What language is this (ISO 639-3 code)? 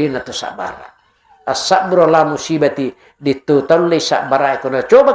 bug